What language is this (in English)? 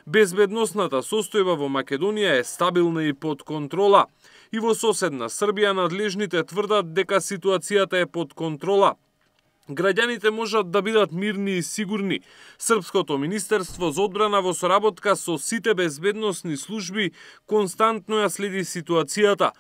Macedonian